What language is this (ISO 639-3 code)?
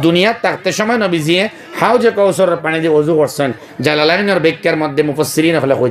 syl